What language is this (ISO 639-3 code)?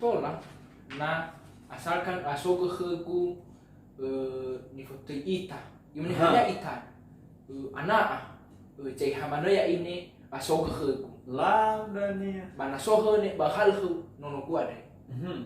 nia